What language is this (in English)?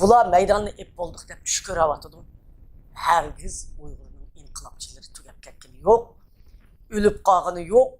Uyghur